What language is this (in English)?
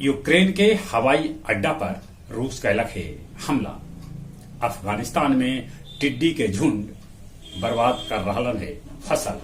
Magahi